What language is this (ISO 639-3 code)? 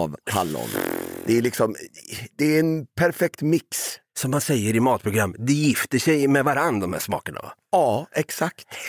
swe